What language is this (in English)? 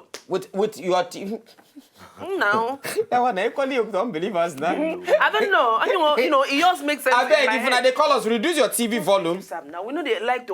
Nigerian Pidgin